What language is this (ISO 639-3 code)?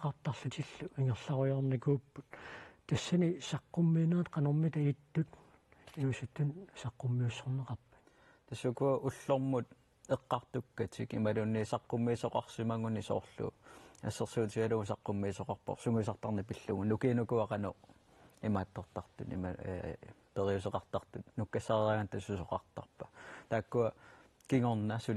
kal